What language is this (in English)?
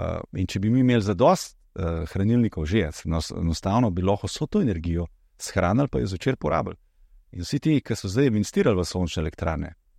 Slovenian